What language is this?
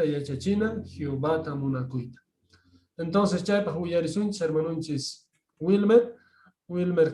South Bolivian Quechua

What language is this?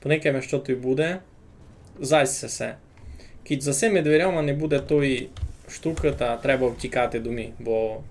Rusyn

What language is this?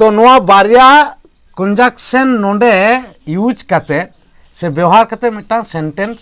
Santali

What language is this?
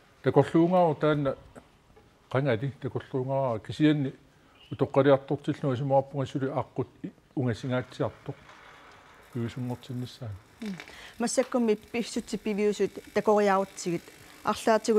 Kalaallisut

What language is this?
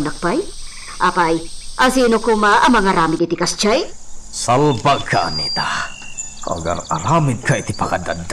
Iloko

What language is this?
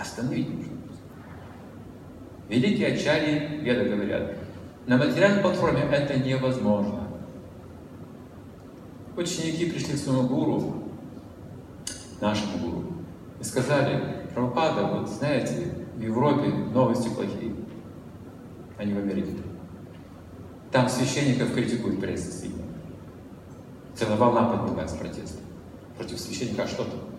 Russian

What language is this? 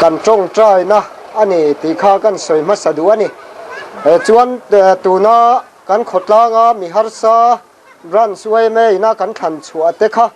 Mizo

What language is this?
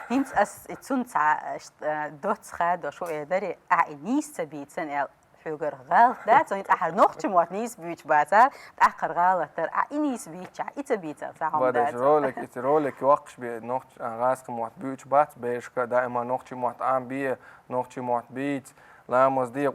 Chechen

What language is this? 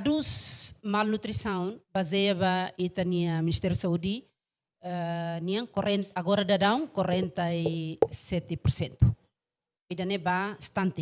Tetum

